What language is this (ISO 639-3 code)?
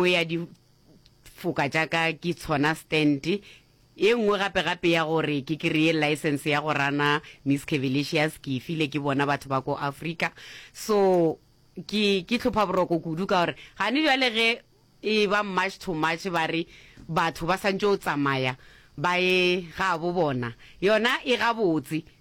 nso